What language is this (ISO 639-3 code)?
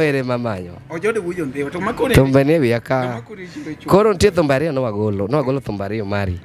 luo